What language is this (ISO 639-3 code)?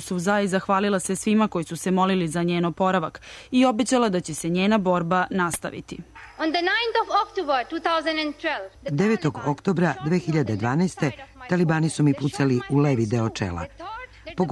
srp